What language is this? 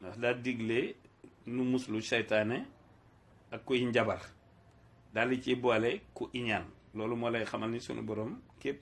Wolof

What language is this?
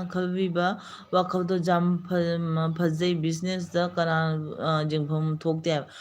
Manipuri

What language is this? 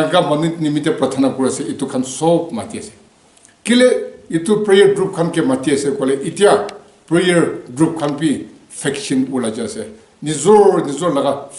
Naga Pidgin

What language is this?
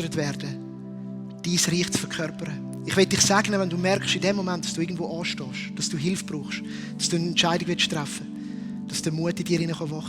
Swiss German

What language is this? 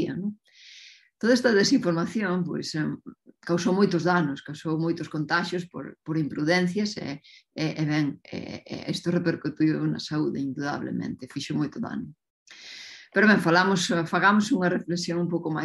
Galician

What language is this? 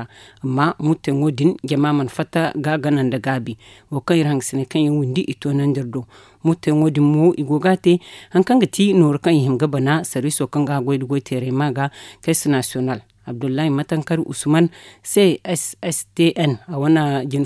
Zarma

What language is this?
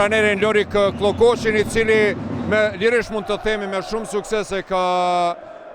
Albanian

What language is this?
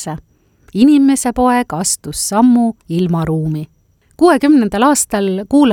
Estonian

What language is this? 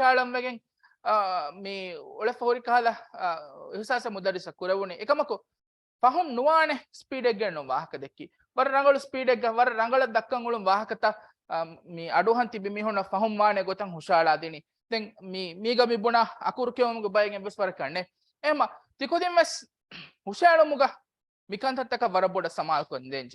Divehi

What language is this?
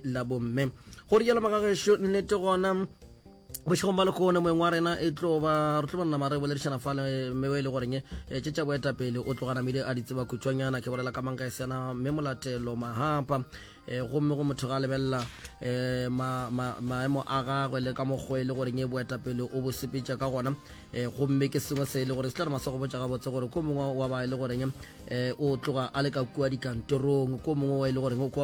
Northern Sotho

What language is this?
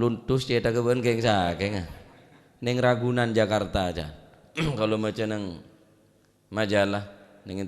Madurese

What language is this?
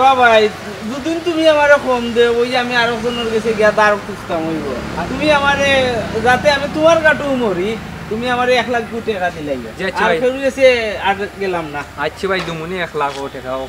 Sylheti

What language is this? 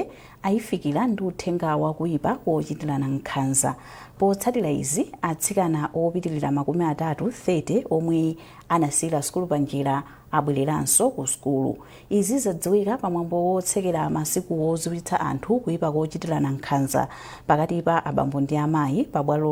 Nyanja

